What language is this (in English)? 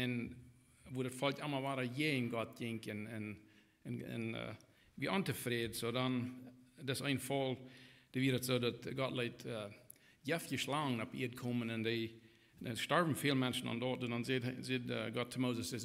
Plautdietsch